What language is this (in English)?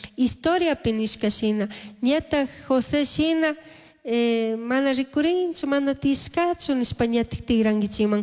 Chimborazo Highland Quichua